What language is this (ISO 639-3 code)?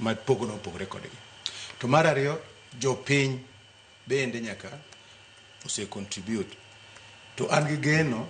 luo